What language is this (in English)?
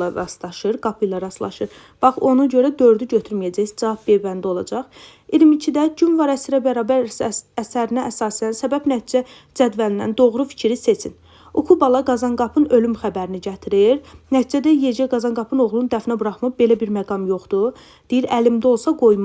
Azerbaijani